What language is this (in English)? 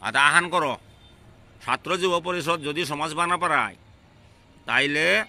Bishnupriya